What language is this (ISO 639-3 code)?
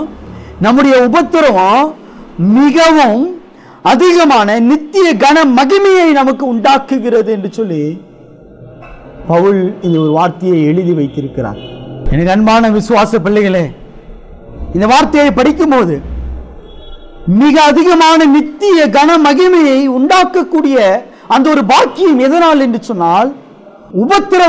tam